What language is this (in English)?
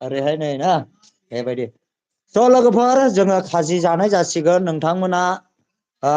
Bodo